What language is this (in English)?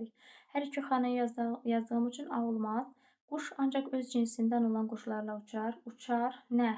Azerbaijani